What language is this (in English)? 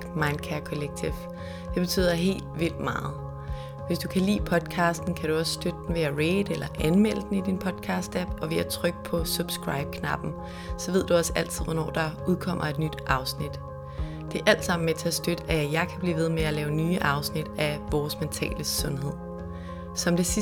Danish